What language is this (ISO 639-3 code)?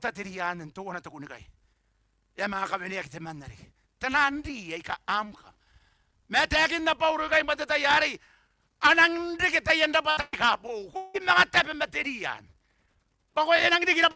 gil